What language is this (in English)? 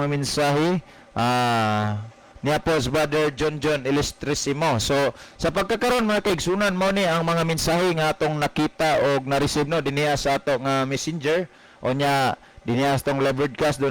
Cebuano